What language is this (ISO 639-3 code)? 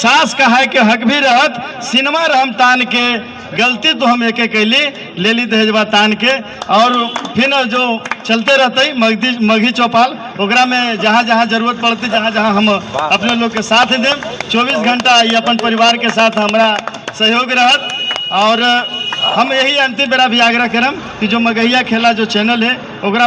mag